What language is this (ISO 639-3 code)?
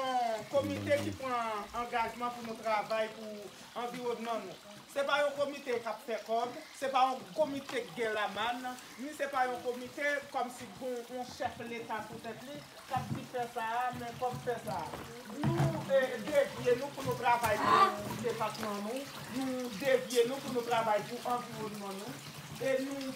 hat